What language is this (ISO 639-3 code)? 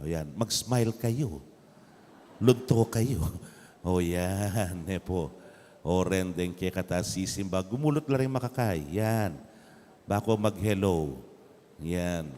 pam